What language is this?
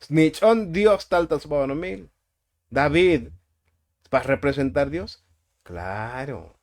Tzotzil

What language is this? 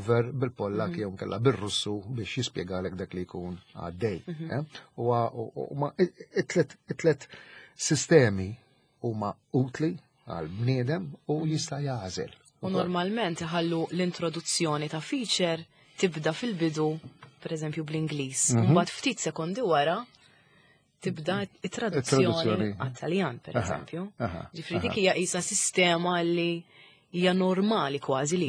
Maltese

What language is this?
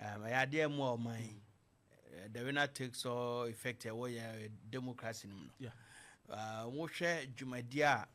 Akan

